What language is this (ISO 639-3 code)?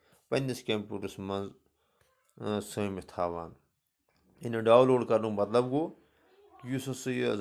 kas